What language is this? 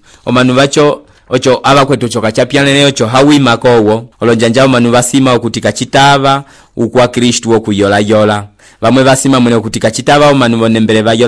Umbundu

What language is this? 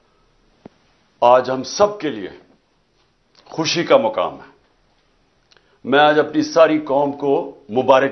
Urdu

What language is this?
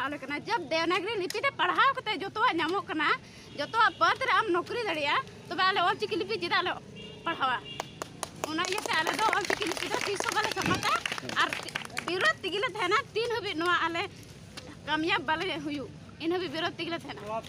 Santali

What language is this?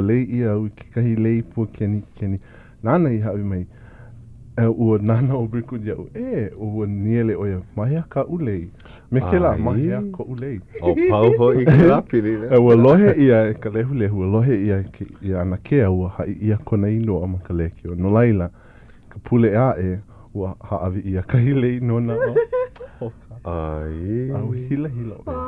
Hawaiian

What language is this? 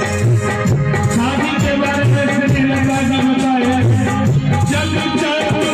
Maithili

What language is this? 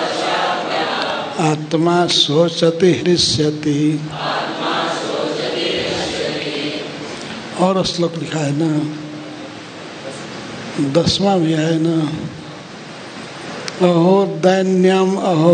Hindi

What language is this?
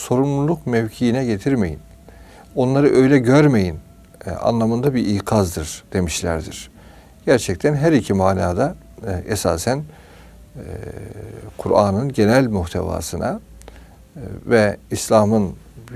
Turkish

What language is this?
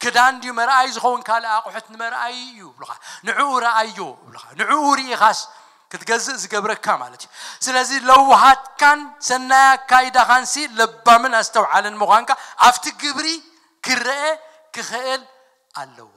Tigrinya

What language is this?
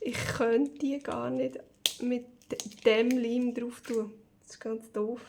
Swiss German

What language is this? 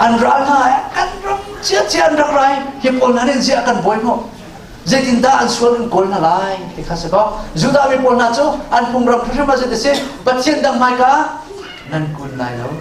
Hakha Chin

